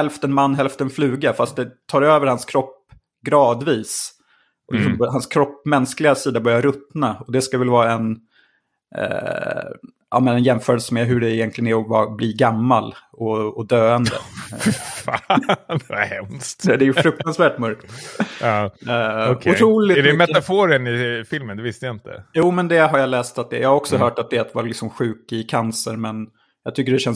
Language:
Swedish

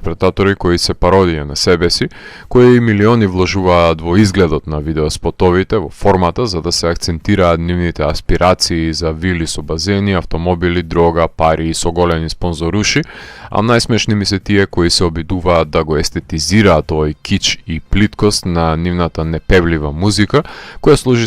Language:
Macedonian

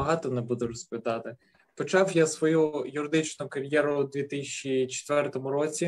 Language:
Ukrainian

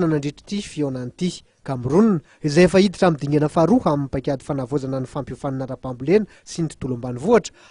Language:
Malagasy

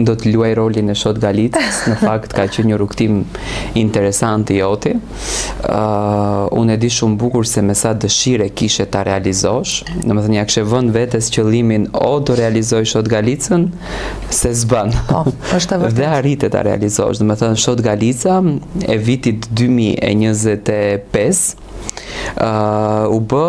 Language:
Albanian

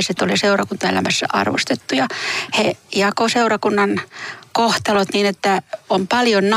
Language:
Finnish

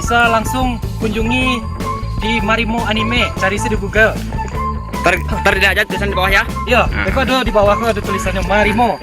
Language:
Minangkabau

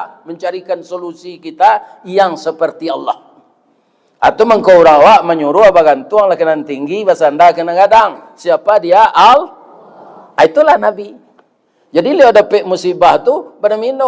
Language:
Minangkabau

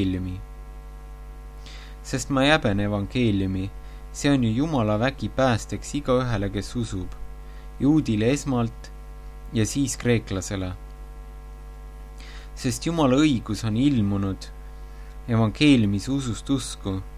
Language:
Estonian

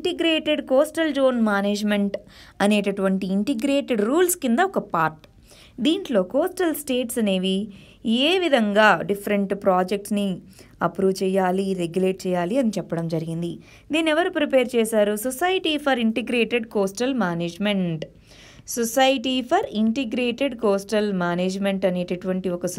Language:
Telugu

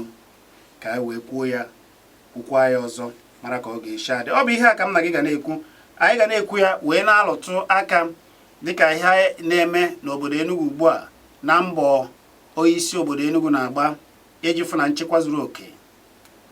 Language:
Igbo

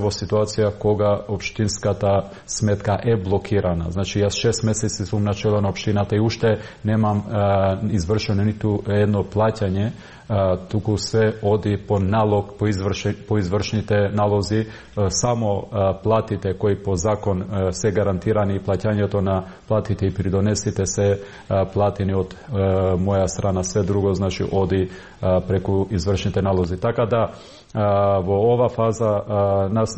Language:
Macedonian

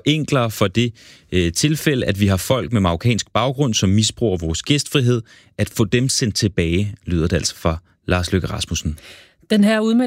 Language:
Danish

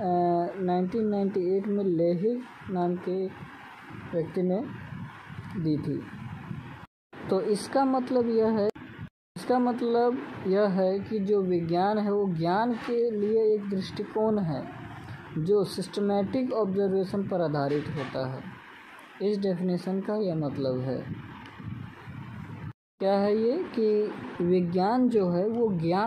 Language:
Hindi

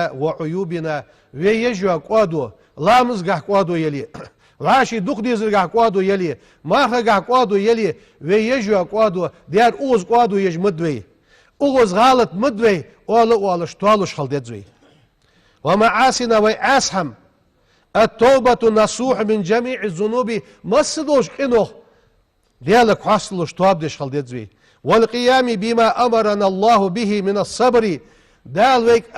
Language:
Ingush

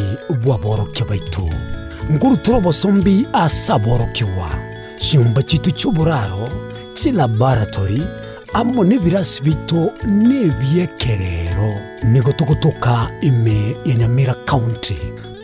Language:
Gusii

